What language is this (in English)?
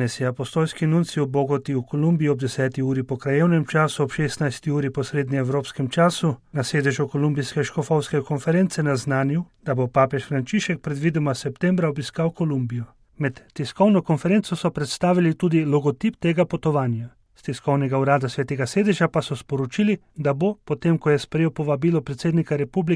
Slovenian